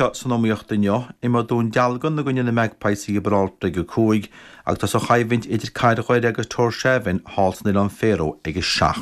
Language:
Irish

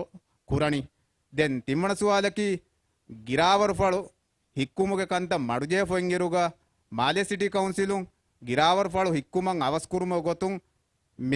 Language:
Divehi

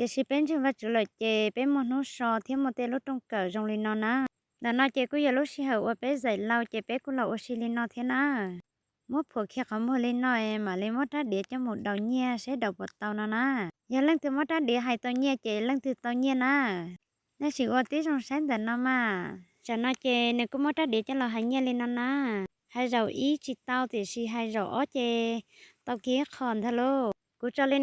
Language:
Hmong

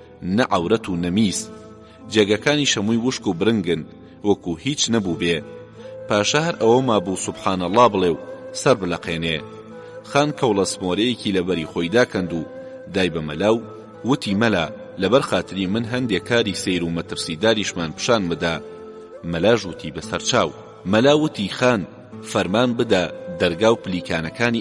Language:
Central Kurdish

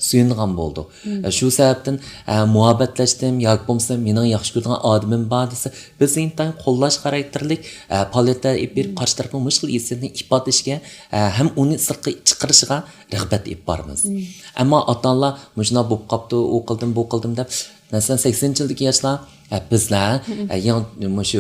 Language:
Uyghur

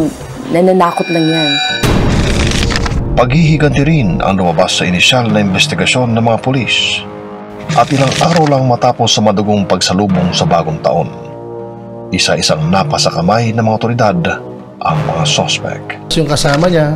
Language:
Filipino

